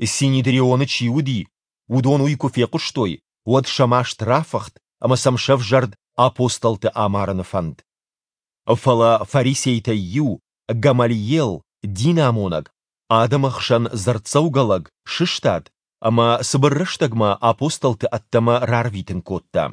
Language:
Ossetic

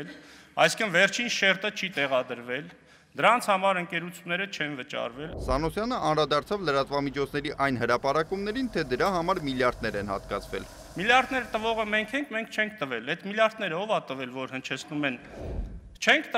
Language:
Armenian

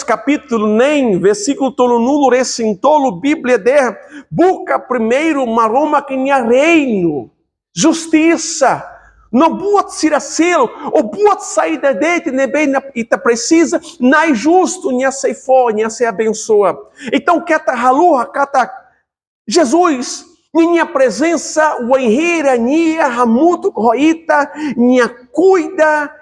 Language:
Tetum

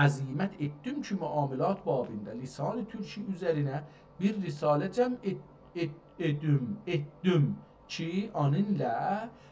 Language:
South Azerbaijani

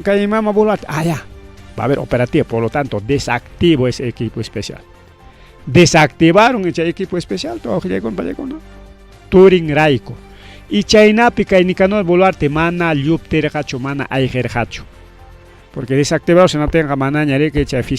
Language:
Ayacucho Quechua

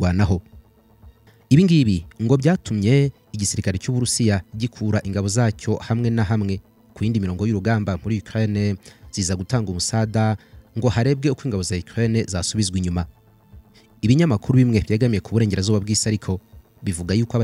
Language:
Kinyarwanda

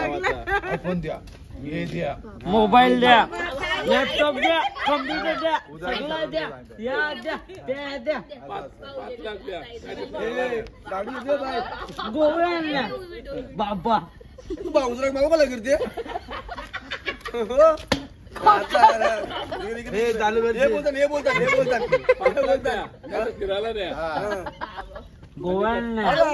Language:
Marathi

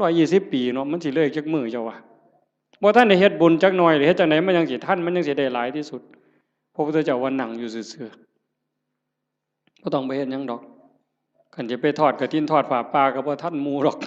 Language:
Northeastern Thai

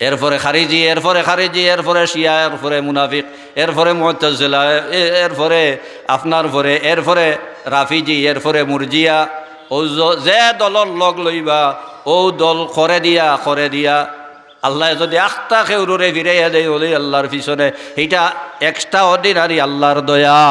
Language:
Sylheti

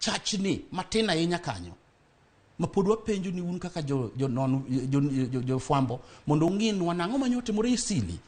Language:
Luo (Kenya and Tanzania)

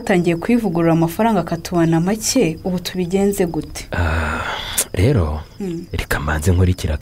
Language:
Kinyarwanda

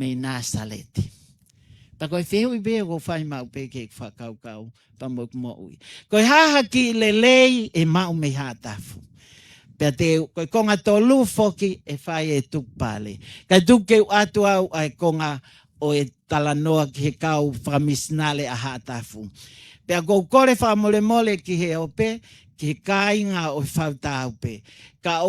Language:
Tongan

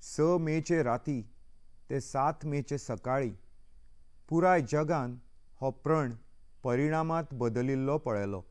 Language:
Konkani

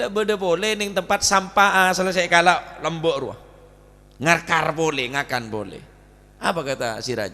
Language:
Madurese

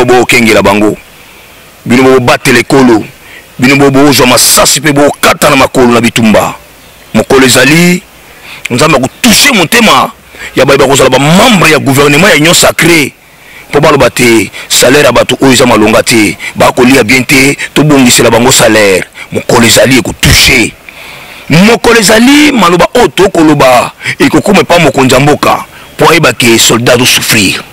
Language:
Lingala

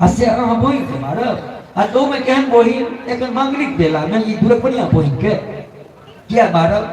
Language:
Maithili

